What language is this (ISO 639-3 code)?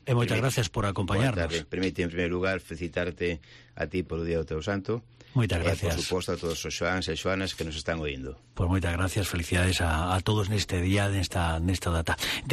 glg